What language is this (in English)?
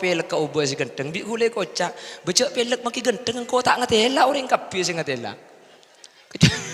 Madurese